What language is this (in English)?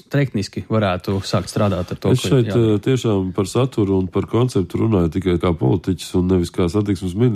Latvian